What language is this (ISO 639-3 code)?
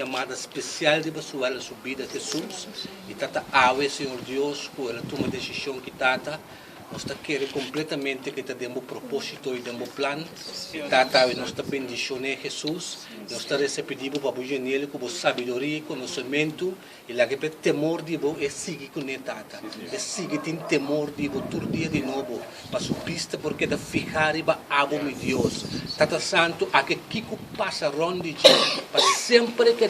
pap